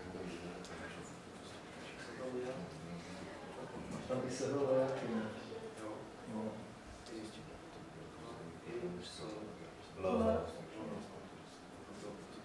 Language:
Czech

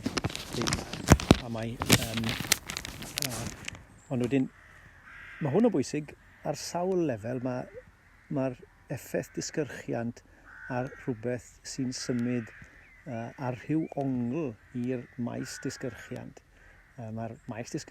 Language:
Welsh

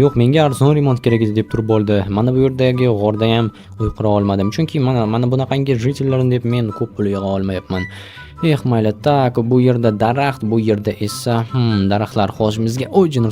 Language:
Uzbek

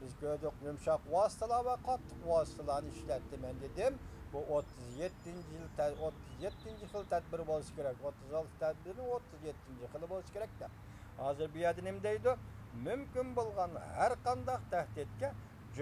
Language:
Uyghur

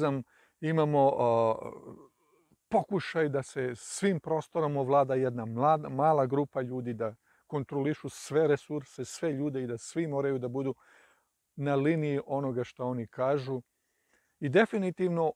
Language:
Serbian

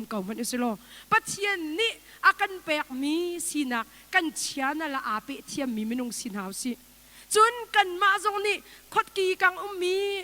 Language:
Hakha Chin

